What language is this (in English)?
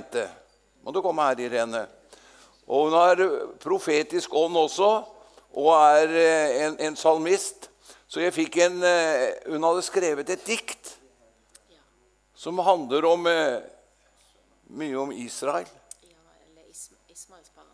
Norwegian